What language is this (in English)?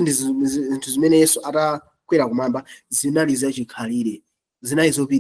Nyanja